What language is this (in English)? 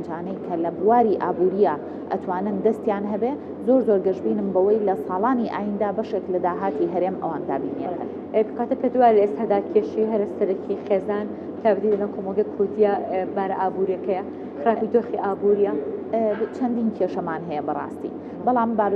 Central Kurdish